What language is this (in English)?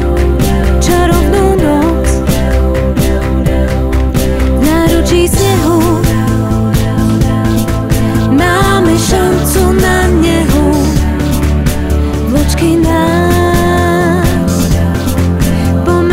Slovak